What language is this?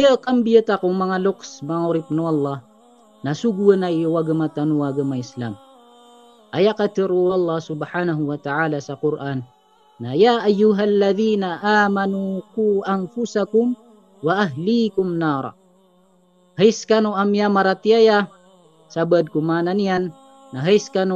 Maranao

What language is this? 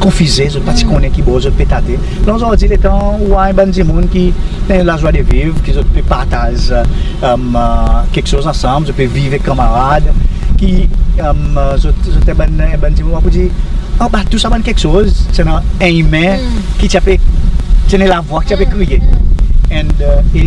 Seselwa Creole French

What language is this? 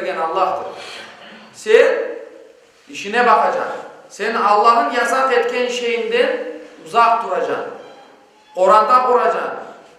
Crimean Tatar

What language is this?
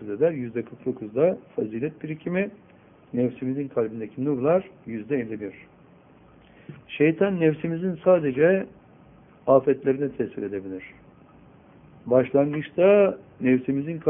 Turkish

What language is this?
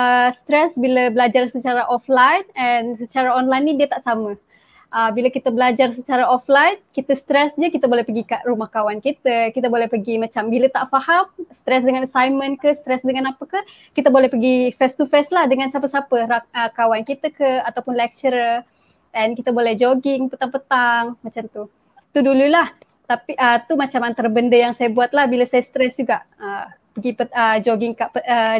Malay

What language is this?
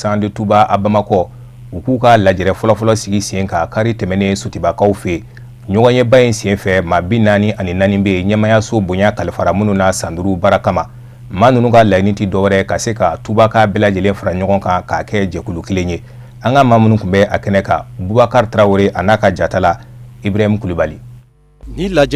Bambara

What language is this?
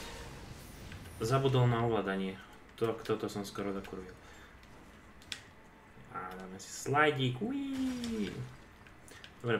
Slovak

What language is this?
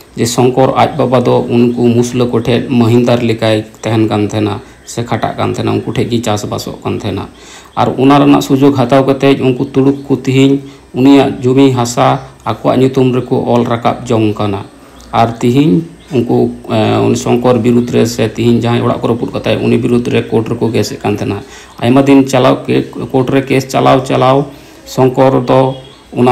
Santali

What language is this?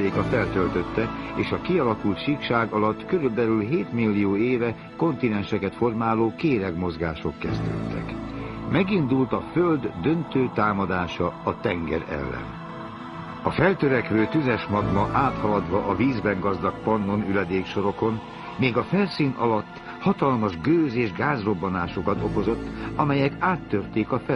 Hungarian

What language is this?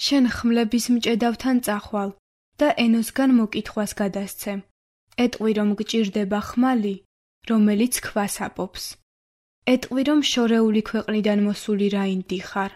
Georgian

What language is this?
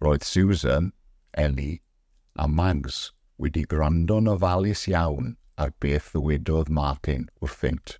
Welsh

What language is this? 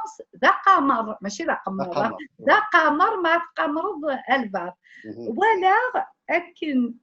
Kabyle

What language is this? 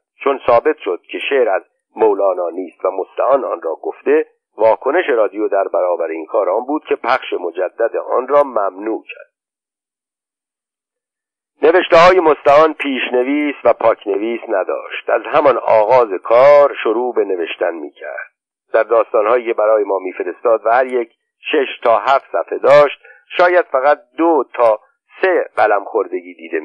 Persian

